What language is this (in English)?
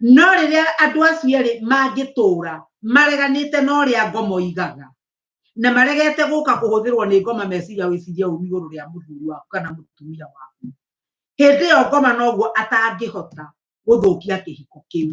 Kikuyu